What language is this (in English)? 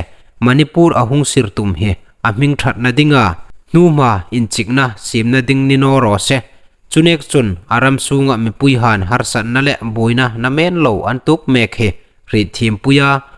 Hmar